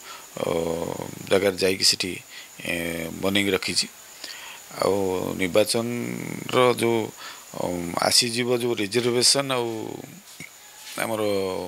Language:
Odia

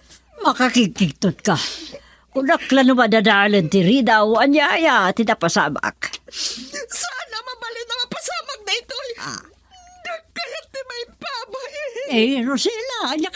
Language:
Iloko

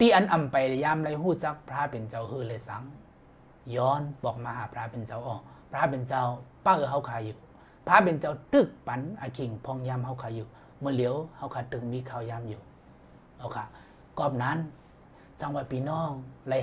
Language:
Shan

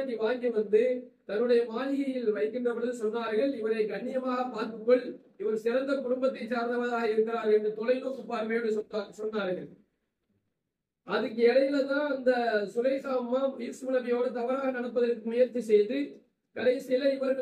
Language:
Tamil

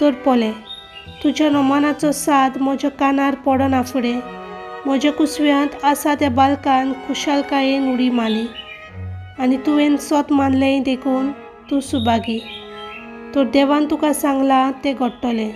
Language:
Konkani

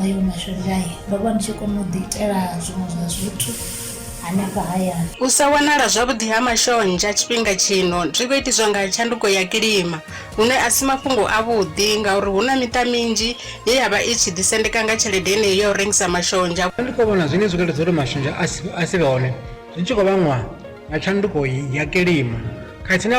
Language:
Venda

